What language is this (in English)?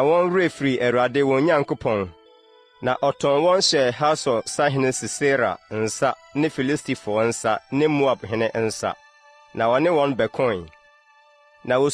Akan